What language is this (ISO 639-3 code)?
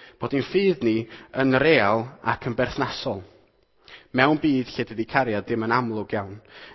cym